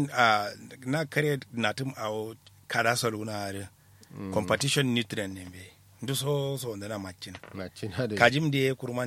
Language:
Kanuri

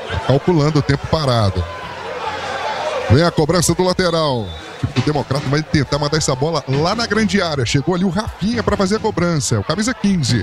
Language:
Portuguese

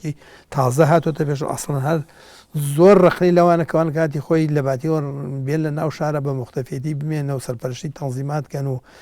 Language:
Central Kurdish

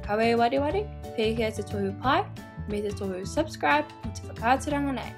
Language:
Māori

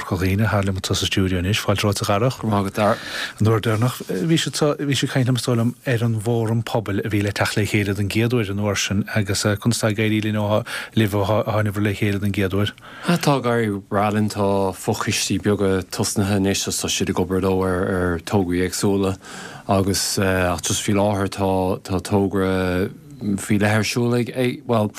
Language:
Irish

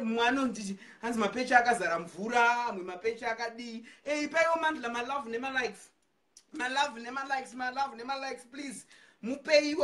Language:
Shona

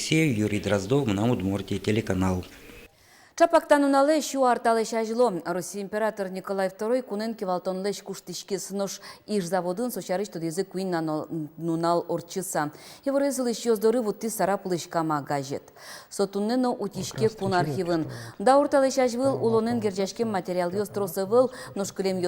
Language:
Udmurt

